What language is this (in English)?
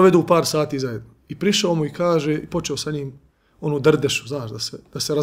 Bosnian